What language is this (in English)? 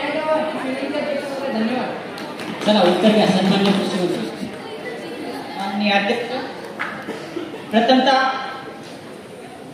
Marathi